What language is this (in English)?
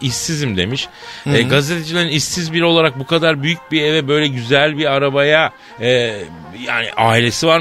Turkish